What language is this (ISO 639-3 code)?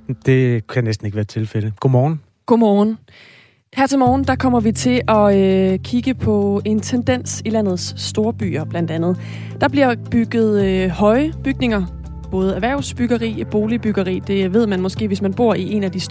dan